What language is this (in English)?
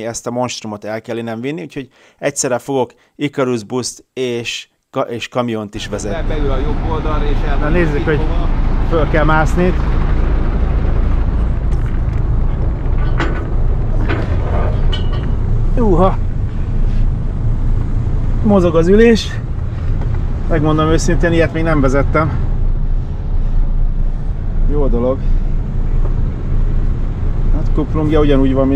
Hungarian